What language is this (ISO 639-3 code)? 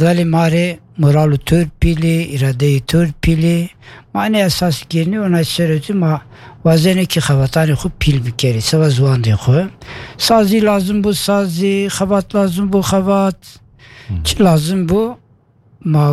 kur